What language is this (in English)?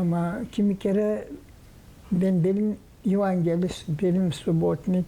Gagauz